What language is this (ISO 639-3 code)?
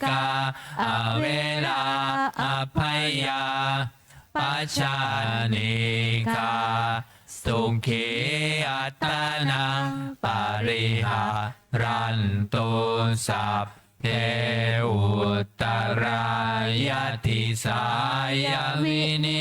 pli